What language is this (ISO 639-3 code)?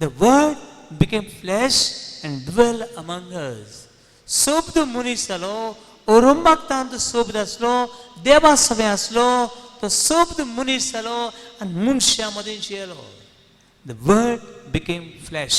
kok